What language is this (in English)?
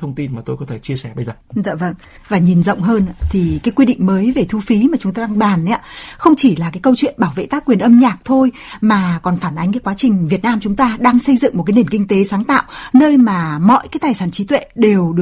Vietnamese